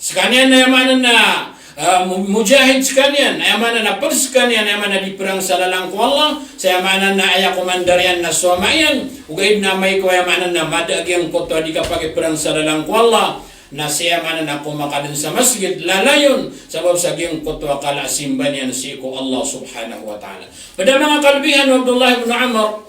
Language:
Maranao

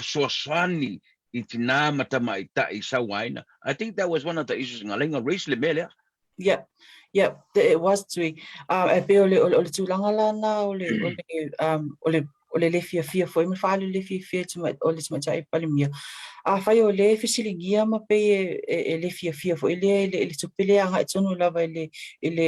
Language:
Samoan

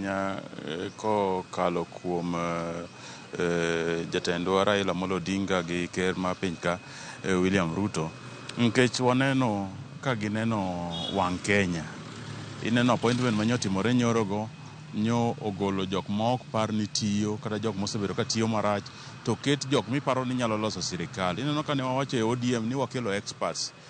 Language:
Luo (Kenya and Tanzania)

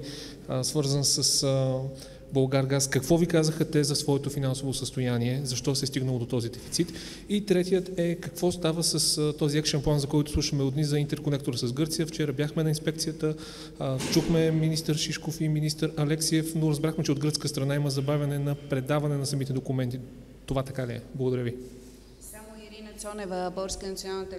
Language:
Bulgarian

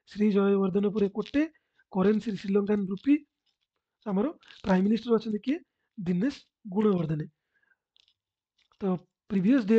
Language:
Odia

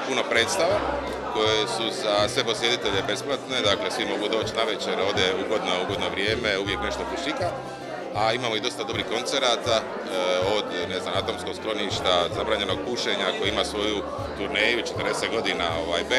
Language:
Croatian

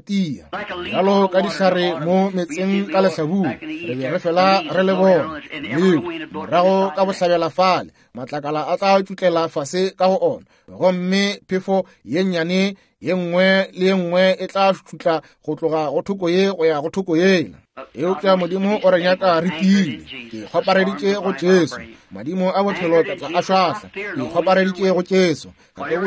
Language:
Northern Sotho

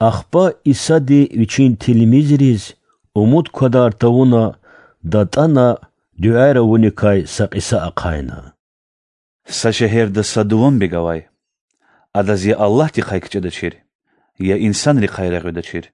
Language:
Lezghian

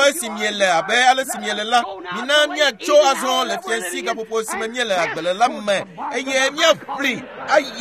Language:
Ewe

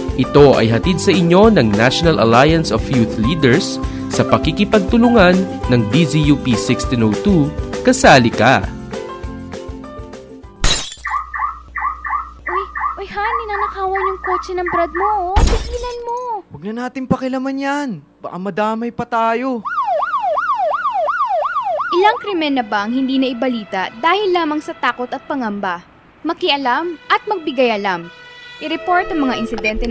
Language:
Filipino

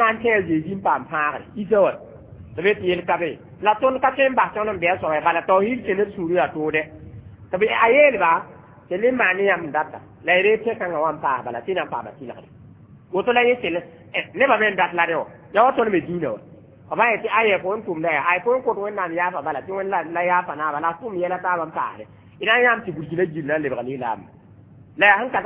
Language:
Mossi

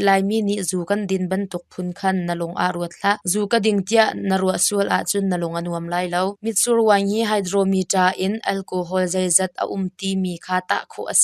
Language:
Hakha Chin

